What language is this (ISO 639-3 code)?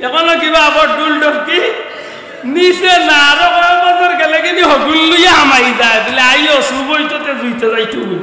syl